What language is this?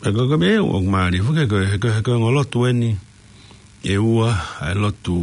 Tongan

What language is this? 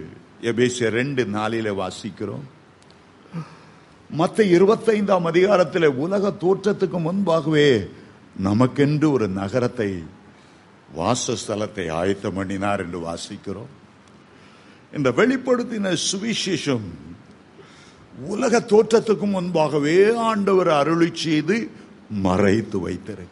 Tamil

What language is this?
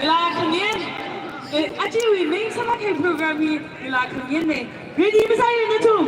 Tangkhul Naga (India)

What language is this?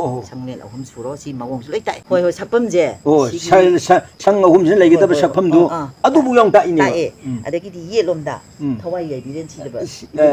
Manipuri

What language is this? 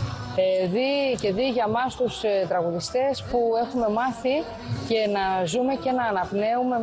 Greek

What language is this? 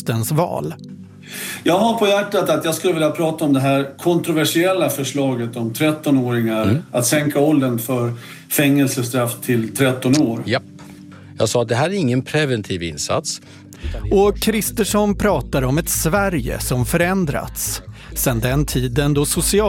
Swedish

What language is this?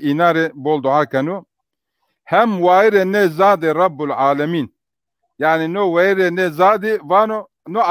Zaza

